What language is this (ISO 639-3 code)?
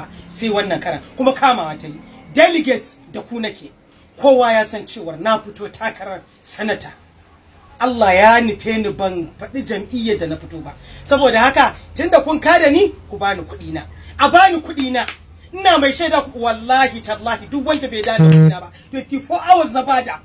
hau